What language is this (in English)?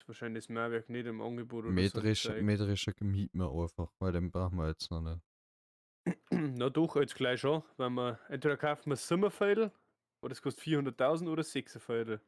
Bavarian